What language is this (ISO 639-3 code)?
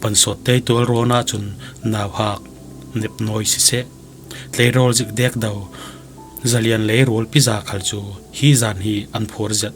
cfm